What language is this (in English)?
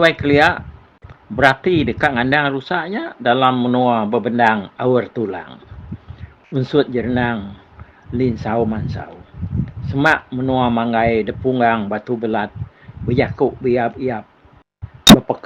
Iban